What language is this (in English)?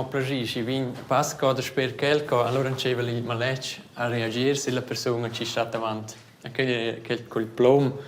Romansh